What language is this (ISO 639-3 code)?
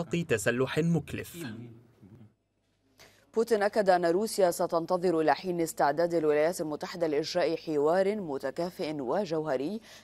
ara